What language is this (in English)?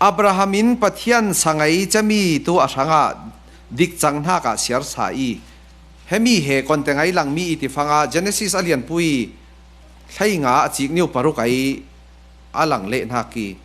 Falam Chin